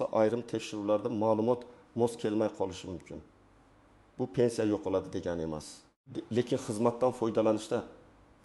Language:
Uzbek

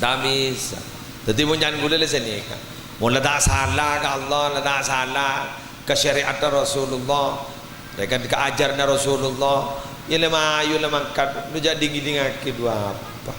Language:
Madurese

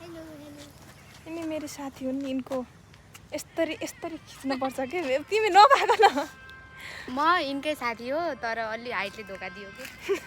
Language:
Nepali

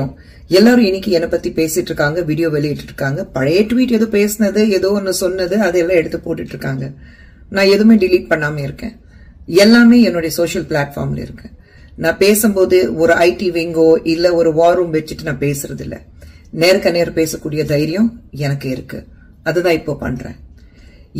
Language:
Tamil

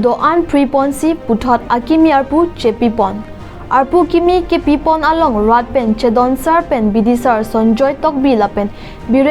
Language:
Karbi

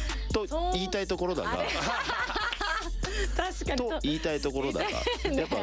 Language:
Japanese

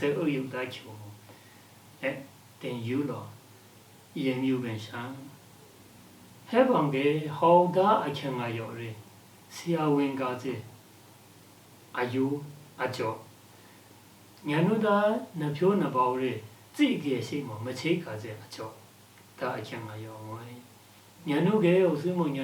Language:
Lashi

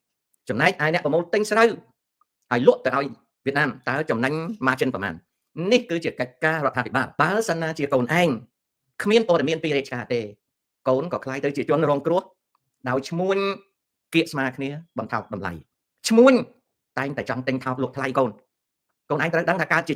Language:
Khmer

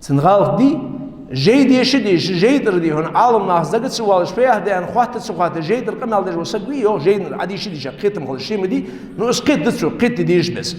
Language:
Ingush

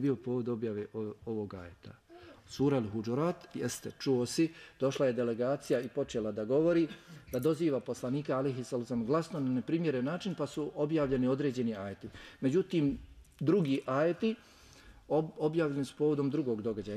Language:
Bosnian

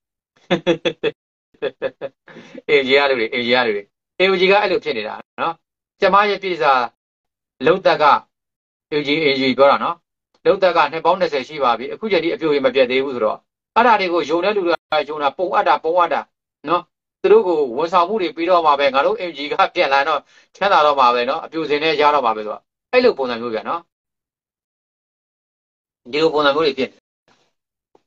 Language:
Burmese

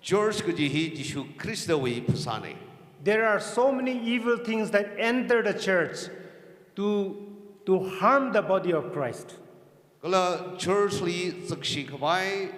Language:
Tangkhul Naga (India)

